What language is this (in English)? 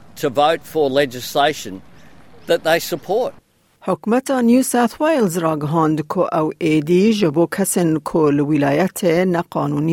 Kurdish